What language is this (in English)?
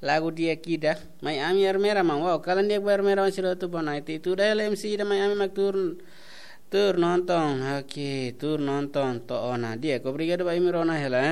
Tetum